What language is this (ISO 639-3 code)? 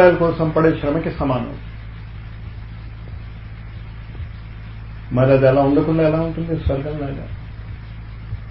tel